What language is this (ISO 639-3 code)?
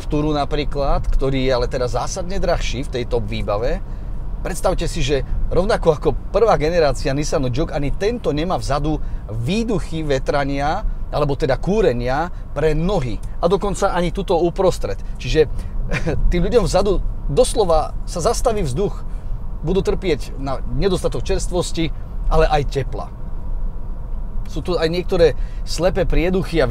slk